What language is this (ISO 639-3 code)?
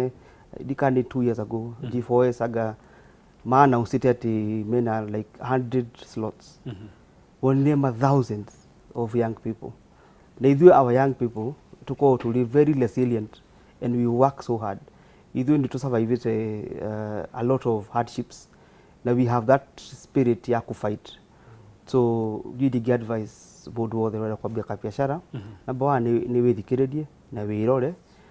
kik